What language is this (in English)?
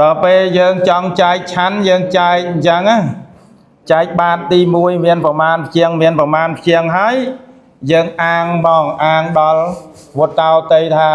Khmer